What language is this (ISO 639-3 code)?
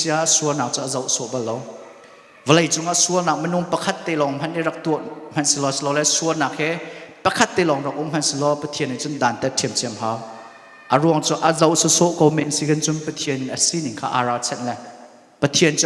cnh